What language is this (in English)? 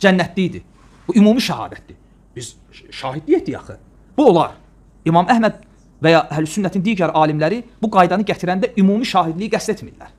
Azerbaijani